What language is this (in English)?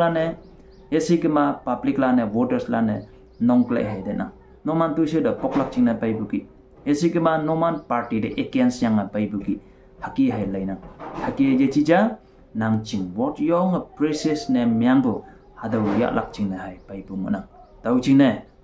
Konyak Naga